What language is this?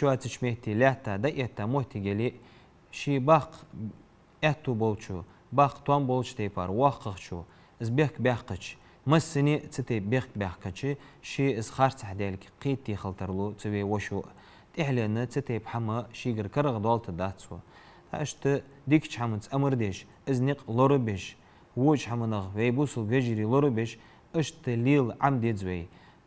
Ingush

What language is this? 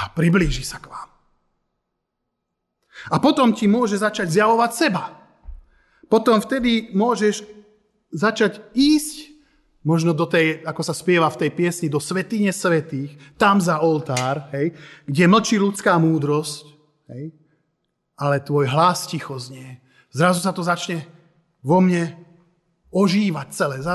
Slovak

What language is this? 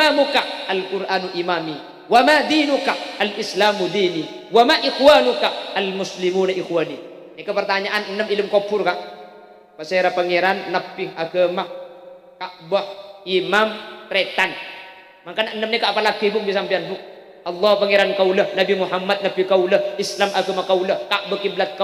Madurese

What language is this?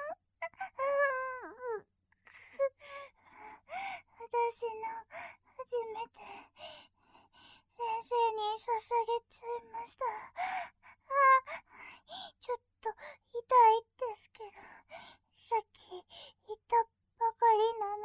Japanese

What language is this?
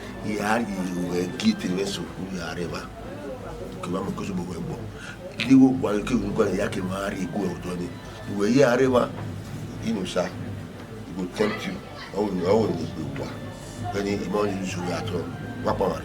Bini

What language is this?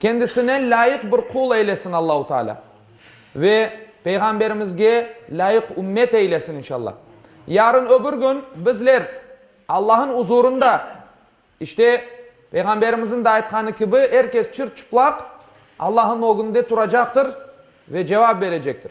Crimean Tatar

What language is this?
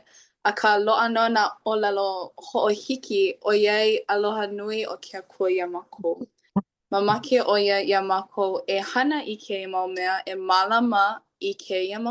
Hawaiian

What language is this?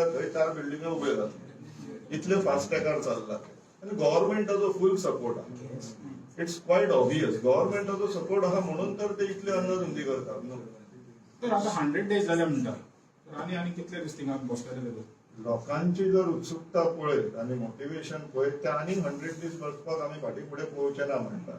Konkani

